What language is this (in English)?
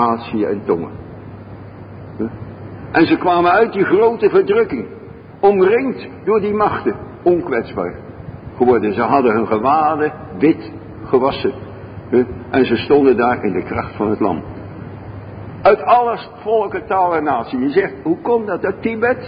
Dutch